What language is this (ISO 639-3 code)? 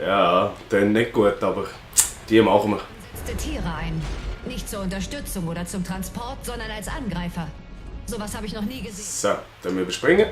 gsw